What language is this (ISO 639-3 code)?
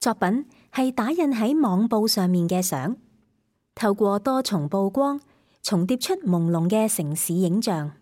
yue